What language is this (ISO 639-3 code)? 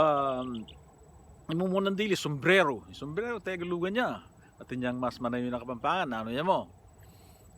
pam